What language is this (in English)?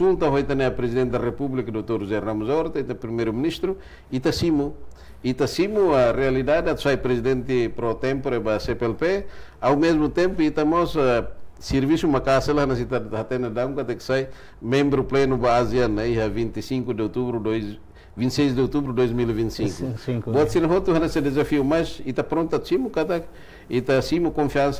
Tetum